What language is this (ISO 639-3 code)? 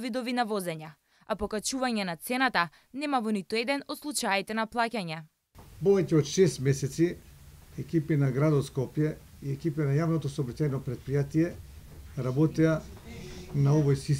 mkd